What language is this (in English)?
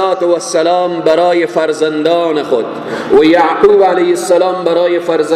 Persian